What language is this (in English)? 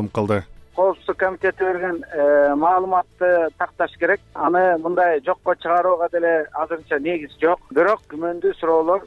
Kyrgyz